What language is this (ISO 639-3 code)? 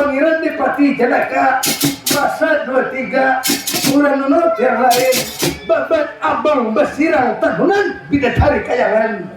bjn